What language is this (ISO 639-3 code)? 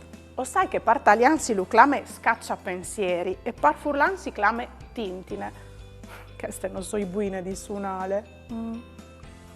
fur